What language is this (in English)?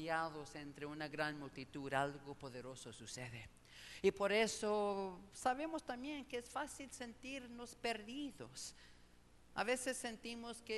Spanish